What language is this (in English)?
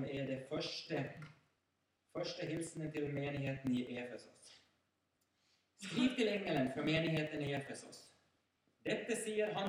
Norwegian